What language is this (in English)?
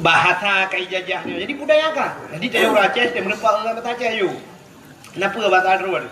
Achinese